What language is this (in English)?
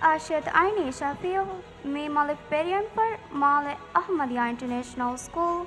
Divehi